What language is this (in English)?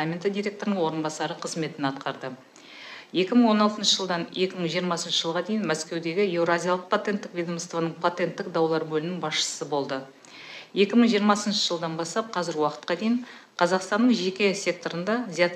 Kazakh